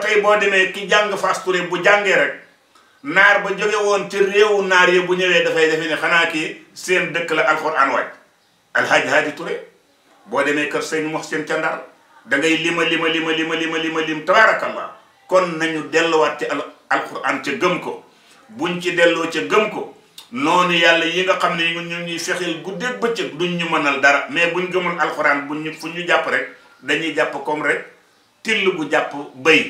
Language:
Wolof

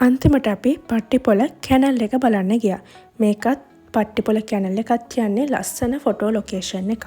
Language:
Sinhala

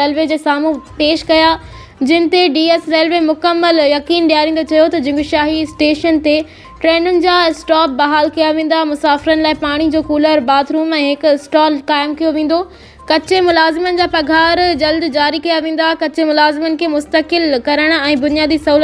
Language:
Sindhi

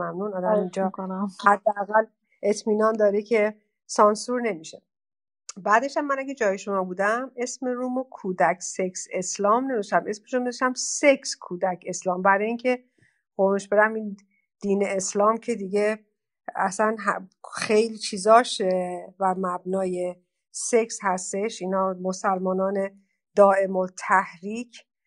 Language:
Persian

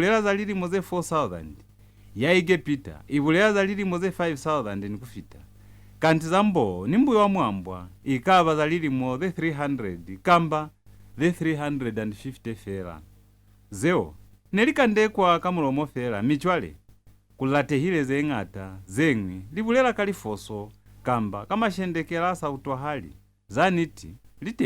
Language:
Lozi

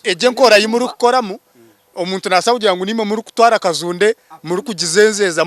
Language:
Nyankole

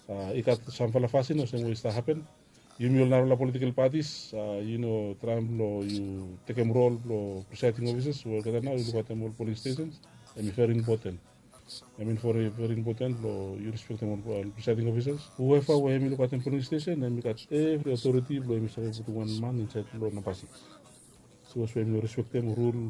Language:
Bislama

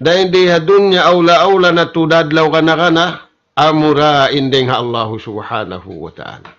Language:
Tausug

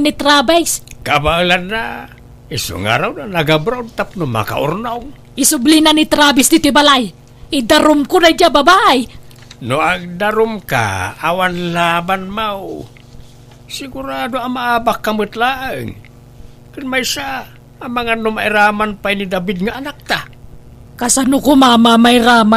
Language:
Iloko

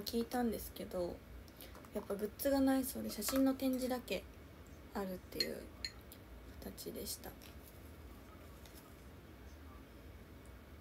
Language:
Japanese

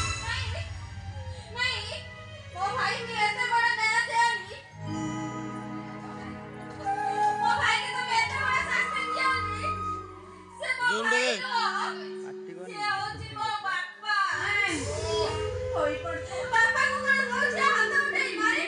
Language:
Odia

